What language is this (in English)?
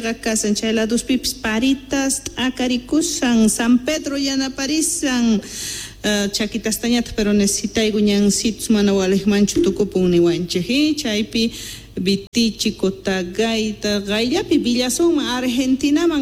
Quechua